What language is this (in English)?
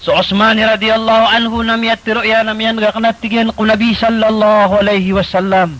Maranao